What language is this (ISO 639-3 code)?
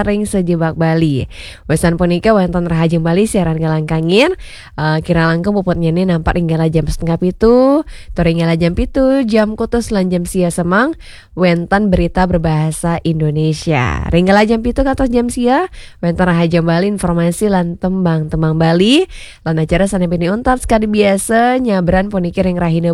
ban